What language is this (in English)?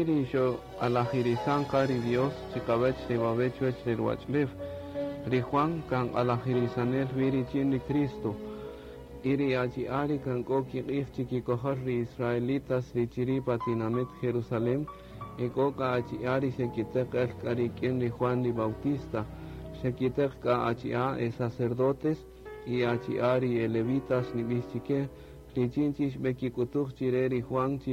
Kaqchikel